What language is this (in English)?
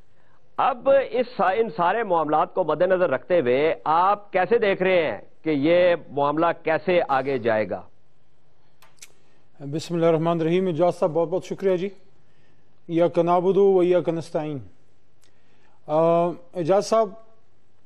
Urdu